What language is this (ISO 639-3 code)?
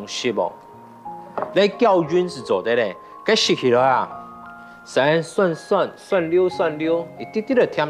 hak